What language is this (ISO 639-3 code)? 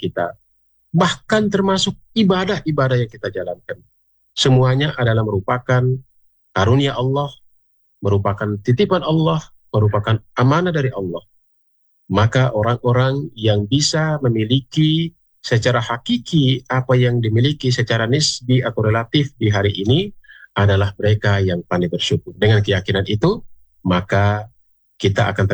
ind